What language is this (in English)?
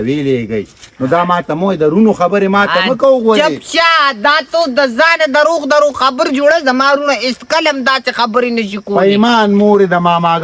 Pashto